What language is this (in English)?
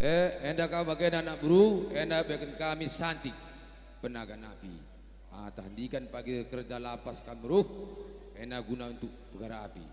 Batak Karo